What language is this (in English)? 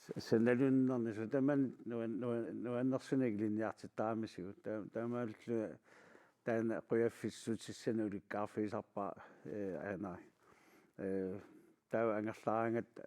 Kalaallisut